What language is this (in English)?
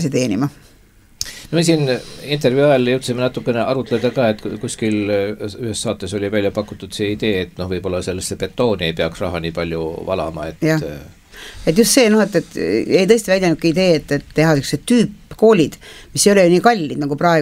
Estonian